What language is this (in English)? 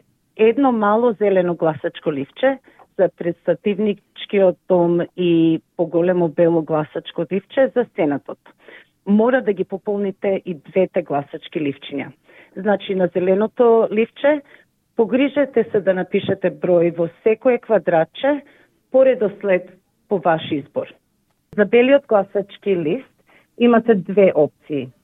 Macedonian